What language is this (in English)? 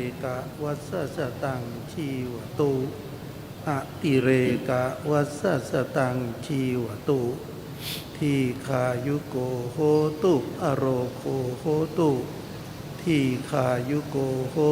Pali